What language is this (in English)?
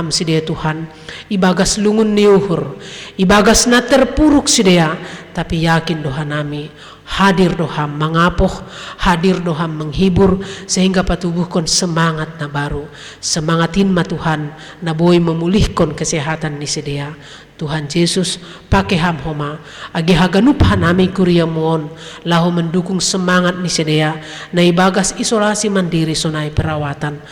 Batak Simalungun